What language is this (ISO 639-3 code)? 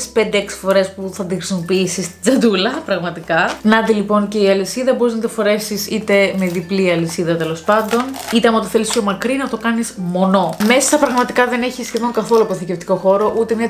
ell